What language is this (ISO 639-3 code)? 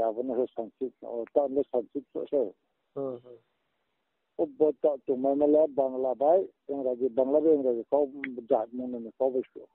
ria